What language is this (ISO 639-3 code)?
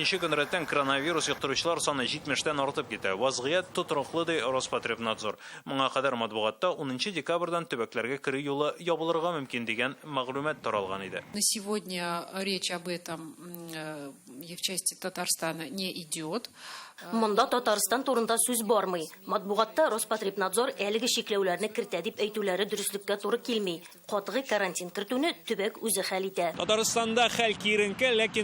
tat